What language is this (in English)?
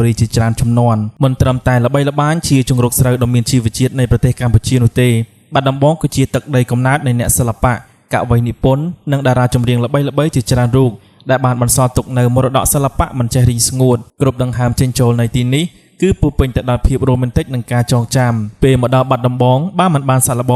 Khmer